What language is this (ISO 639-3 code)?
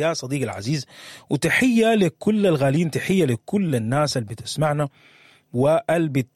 apd